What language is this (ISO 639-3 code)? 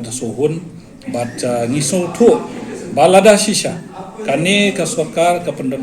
kha